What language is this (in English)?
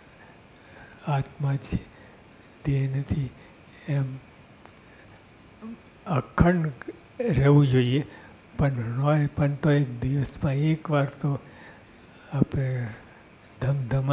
Gujarati